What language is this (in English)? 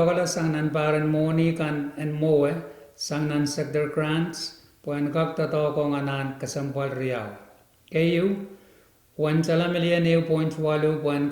Pohnpeian